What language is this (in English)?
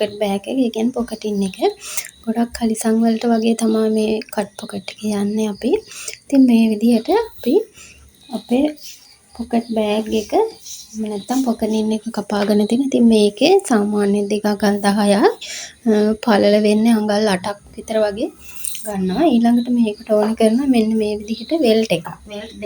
Sinhala